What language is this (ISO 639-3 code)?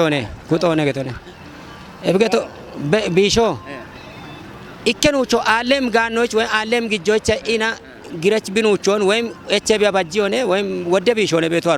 kbr